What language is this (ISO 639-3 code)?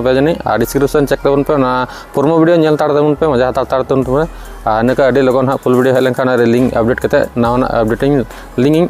sat